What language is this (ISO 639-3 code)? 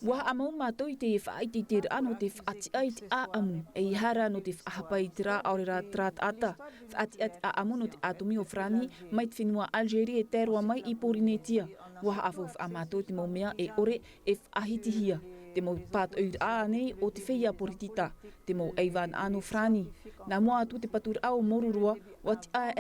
tah